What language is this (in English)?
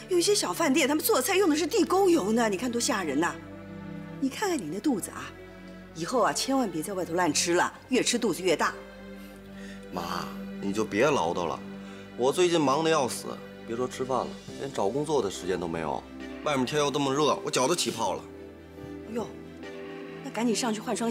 Chinese